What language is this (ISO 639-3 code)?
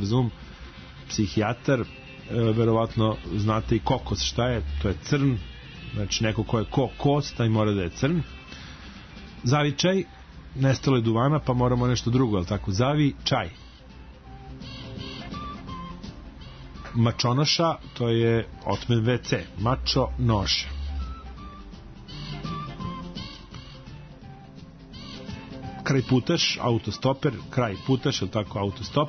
srp